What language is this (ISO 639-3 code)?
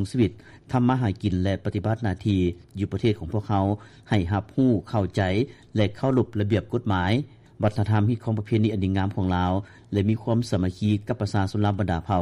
lao